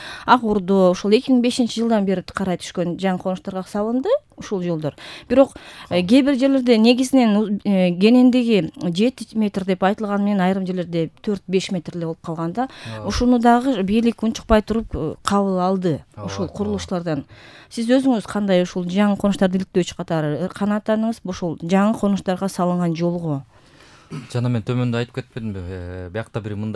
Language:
Kyrgyz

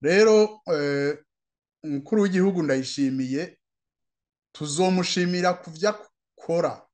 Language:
Rundi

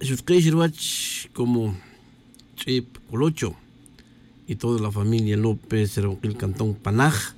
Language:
Tz'utujil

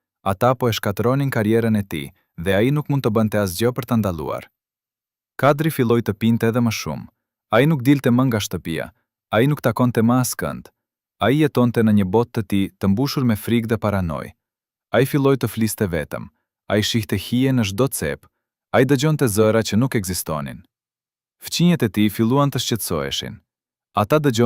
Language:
Albanian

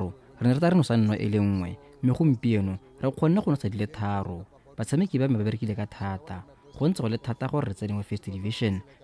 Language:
Tswana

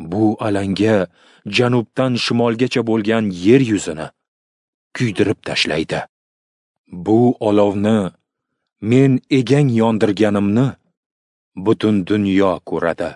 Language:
Uzbek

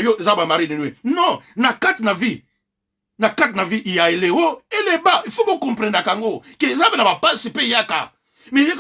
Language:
Lingala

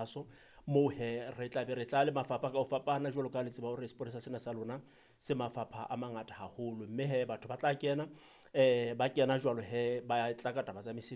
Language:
Southern Sotho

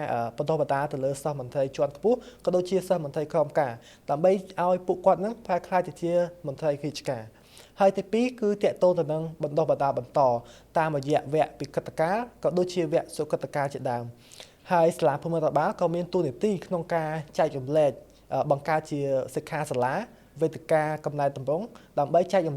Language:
Khmer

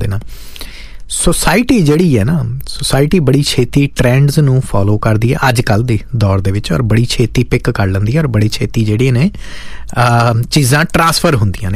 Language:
Punjabi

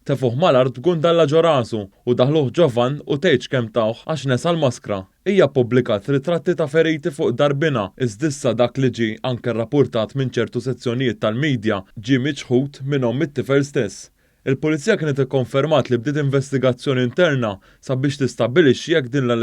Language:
Maltese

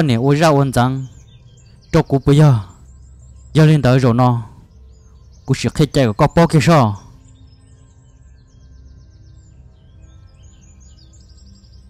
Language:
Vietnamese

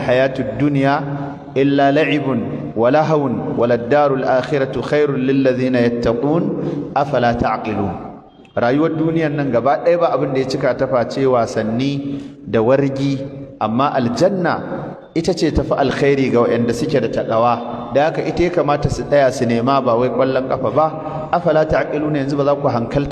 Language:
Hausa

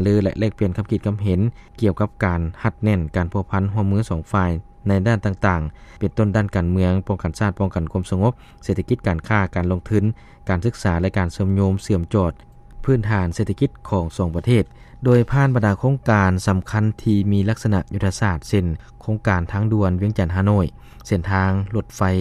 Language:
Lao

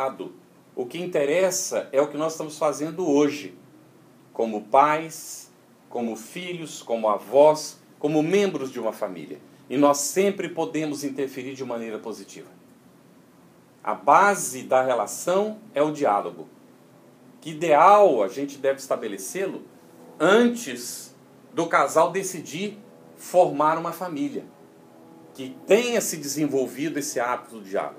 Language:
Portuguese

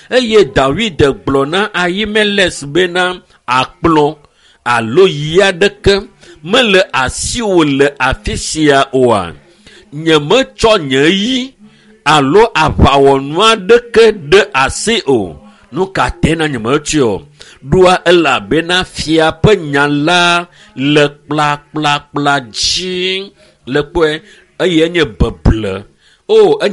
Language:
Ewe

